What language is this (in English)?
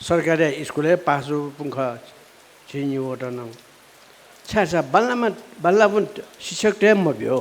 Newari